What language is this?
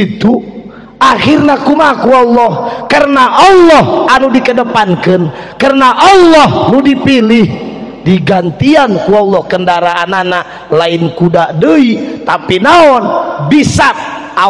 Sundanese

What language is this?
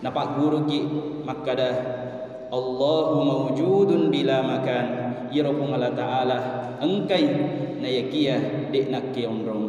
Buginese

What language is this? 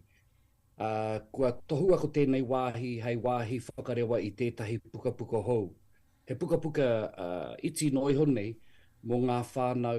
Māori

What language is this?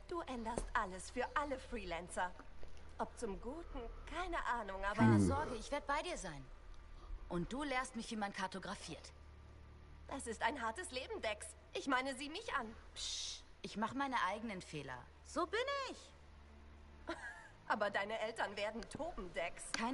Swiss German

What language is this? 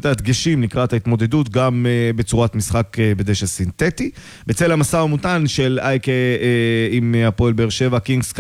Hebrew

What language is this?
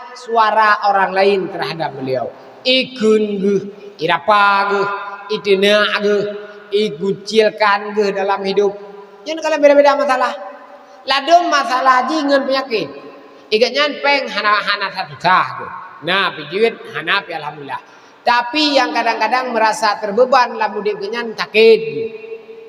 Achinese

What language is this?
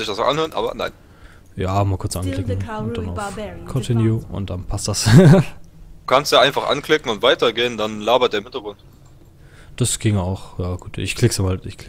German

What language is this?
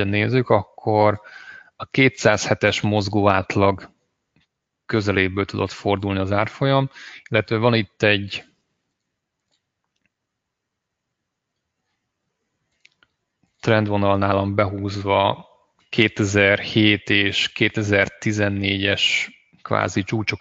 Hungarian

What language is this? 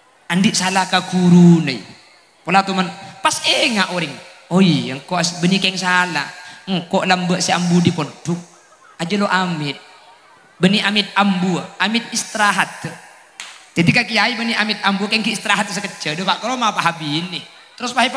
Madurese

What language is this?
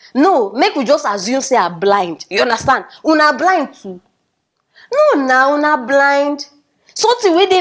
Nigerian Pidgin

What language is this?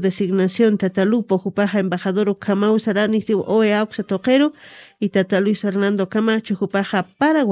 Aymara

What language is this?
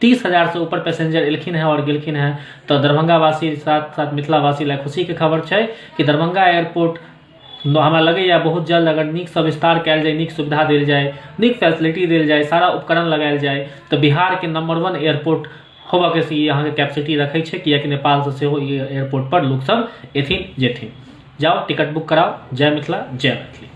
Maithili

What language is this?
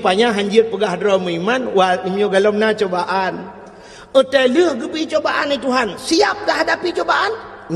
Achinese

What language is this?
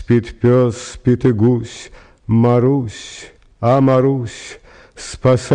Russian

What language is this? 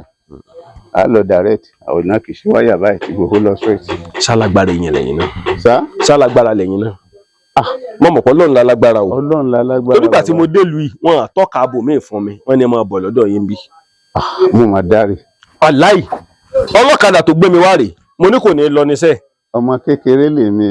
Yoruba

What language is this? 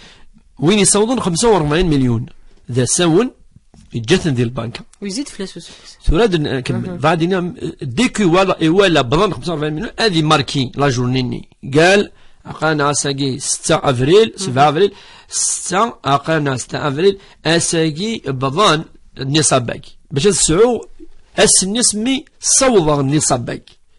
Kabyle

